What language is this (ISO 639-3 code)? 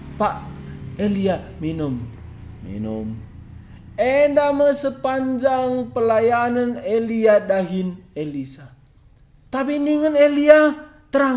btx